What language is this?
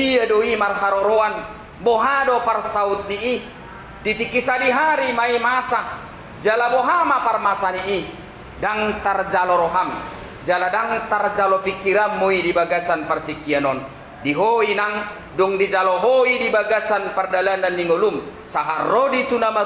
Batak Toba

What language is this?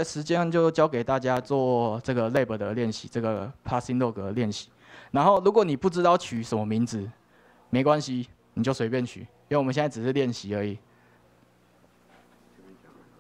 Chinese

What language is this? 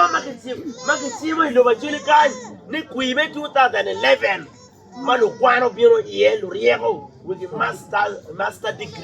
Acoli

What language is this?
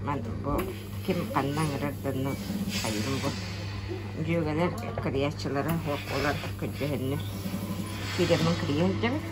Yakut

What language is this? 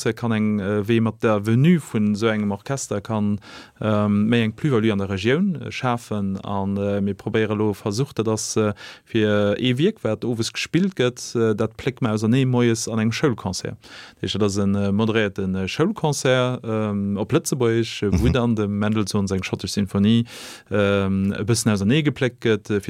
Luxembourgish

